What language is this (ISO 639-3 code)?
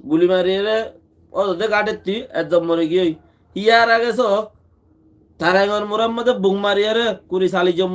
rhg